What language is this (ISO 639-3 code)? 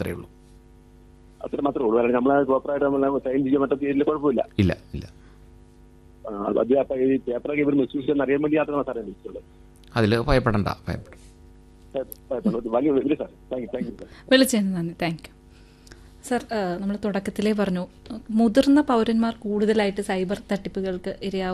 mal